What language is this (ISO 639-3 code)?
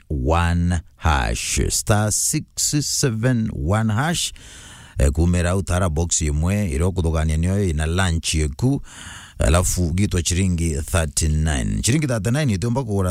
mer